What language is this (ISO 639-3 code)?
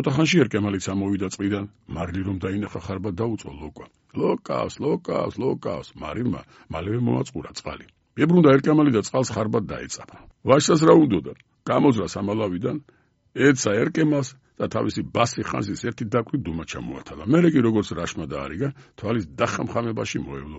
kat